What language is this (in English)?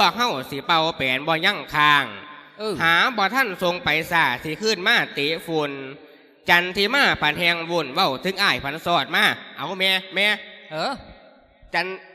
Lao